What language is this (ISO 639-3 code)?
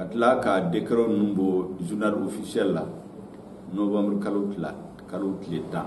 bam